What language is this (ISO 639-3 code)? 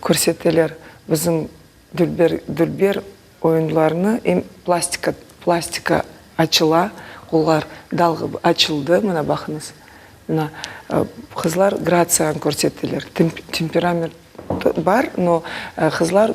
crh